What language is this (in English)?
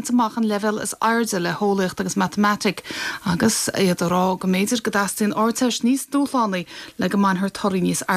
Irish